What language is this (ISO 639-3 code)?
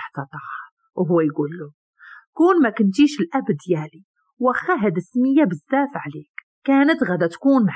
ary